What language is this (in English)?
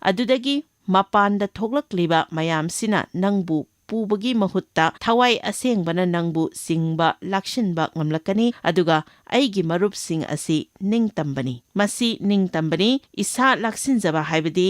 Manipuri